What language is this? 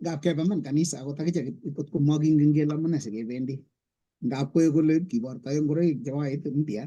Kalenjin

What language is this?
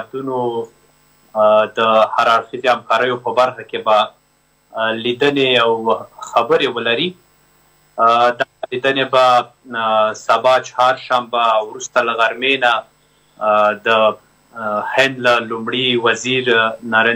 Pashto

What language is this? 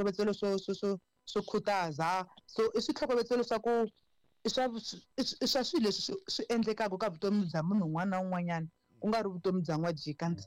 Tsonga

